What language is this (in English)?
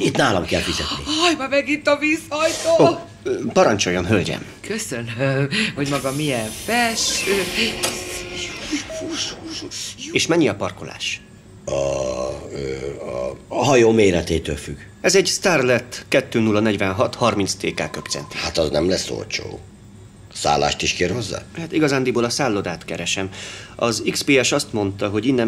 Hungarian